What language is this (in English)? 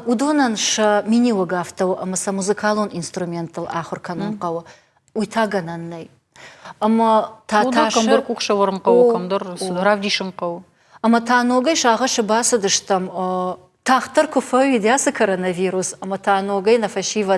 Ossetic